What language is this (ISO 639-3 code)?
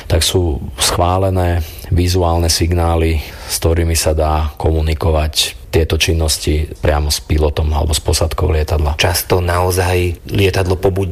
slk